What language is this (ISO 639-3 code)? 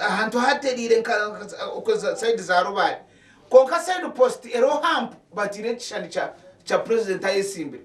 nyn